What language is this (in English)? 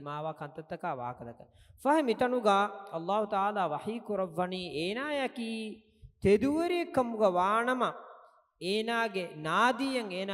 Divehi